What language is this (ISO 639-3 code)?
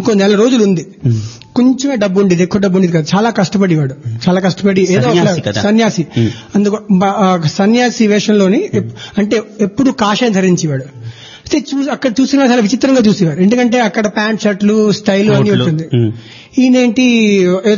tel